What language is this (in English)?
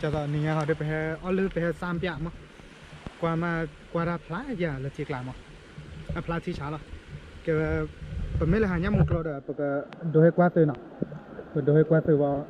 S'gaw Karen